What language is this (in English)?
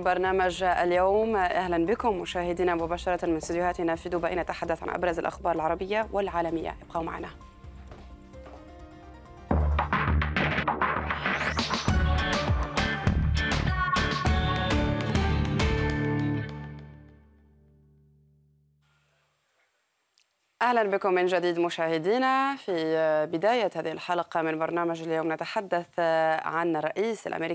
Arabic